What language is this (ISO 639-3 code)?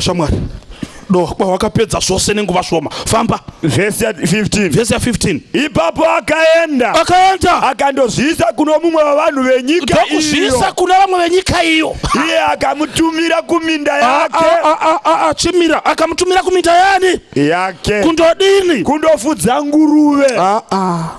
sna